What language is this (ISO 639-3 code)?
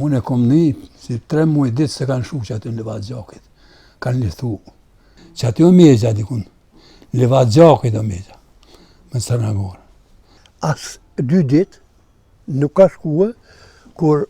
sqi